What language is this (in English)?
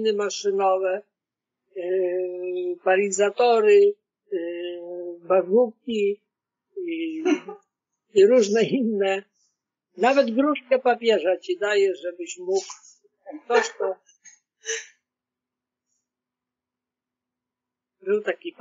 Polish